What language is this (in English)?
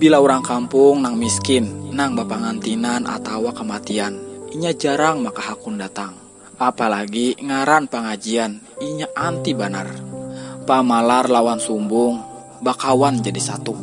Banjar